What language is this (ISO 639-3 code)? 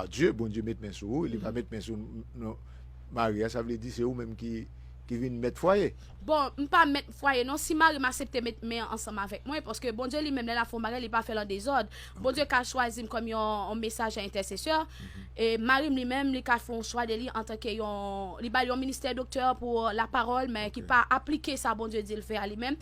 hat